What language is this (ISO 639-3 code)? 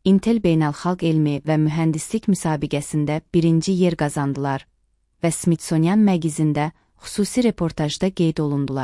aze